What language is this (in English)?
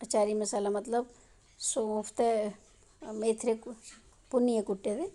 Dogri